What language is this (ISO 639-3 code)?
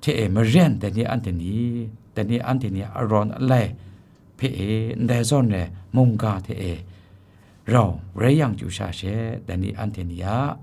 kac